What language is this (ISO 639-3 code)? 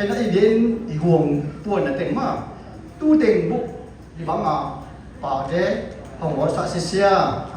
csy